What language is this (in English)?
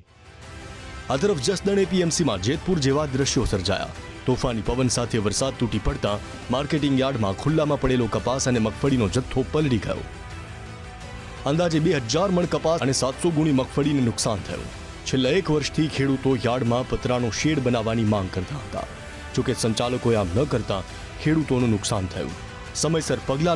Gujarati